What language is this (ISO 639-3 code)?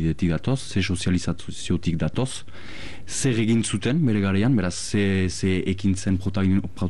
eus